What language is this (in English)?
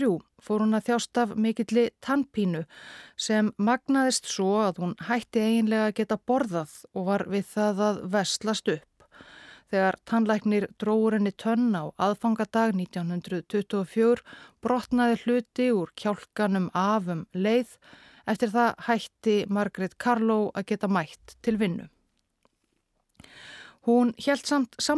Icelandic